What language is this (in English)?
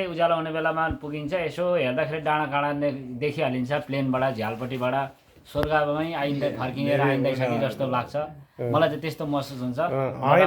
Nepali